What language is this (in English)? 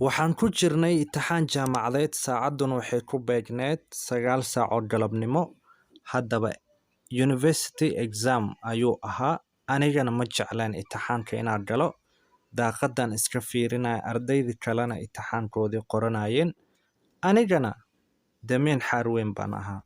Somali